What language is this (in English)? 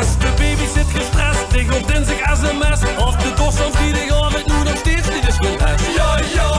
Limburgish